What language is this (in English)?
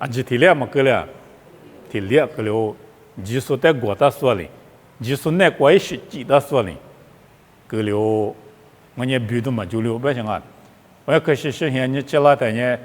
Lisu